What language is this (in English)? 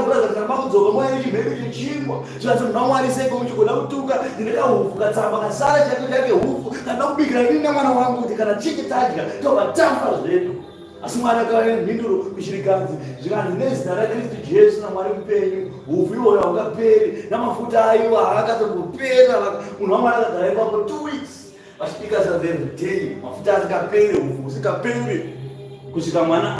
Shona